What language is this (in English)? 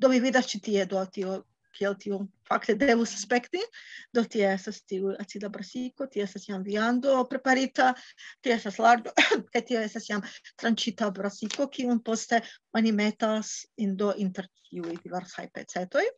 Esperanto